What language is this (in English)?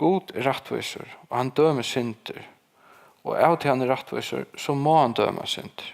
Faroese